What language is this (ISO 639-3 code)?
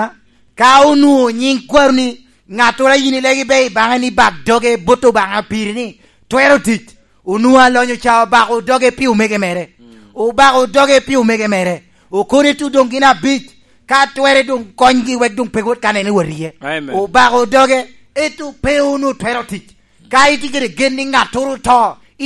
laj